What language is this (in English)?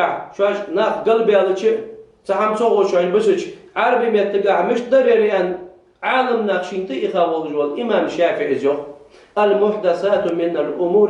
Ingush